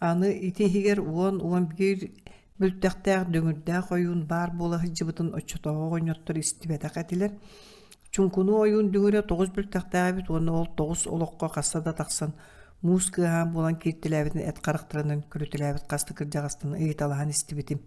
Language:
Yakut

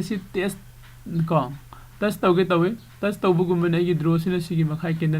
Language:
Manipuri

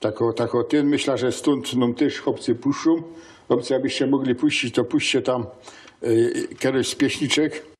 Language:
Silesian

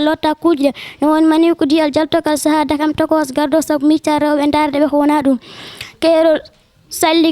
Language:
Fula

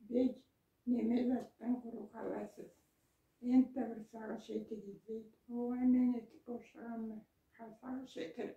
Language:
Karachay-Balkar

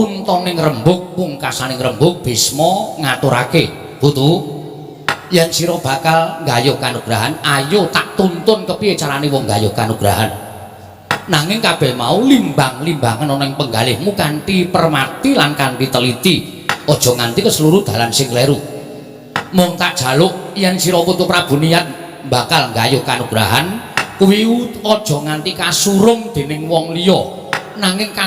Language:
Javanese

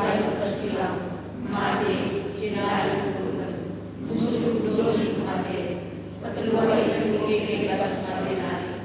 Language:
Batak Karo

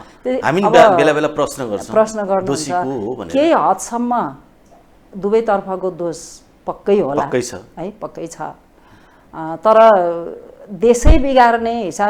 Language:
Nepali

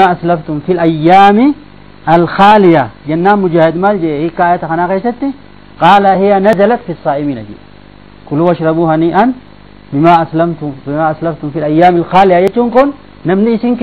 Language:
Oromo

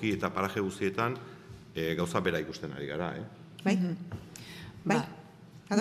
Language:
Basque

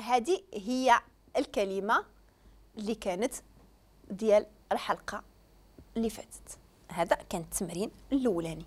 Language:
Moroccan Arabic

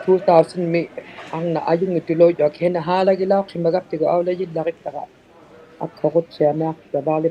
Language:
Inuktitut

